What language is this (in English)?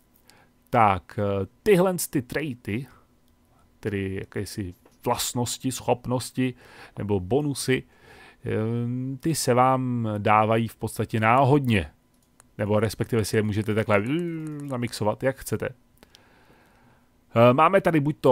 Czech